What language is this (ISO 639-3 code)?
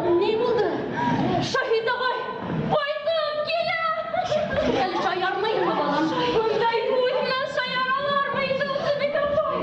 bak